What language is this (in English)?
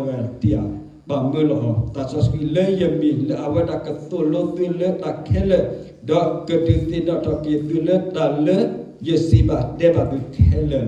S'gaw Karen